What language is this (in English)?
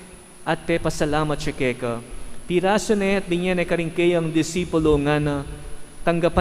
Pampanga